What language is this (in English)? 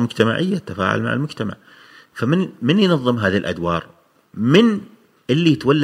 Gulf Arabic